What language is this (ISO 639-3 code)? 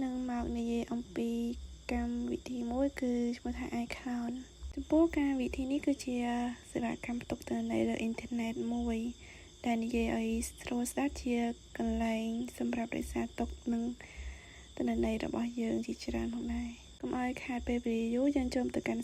khm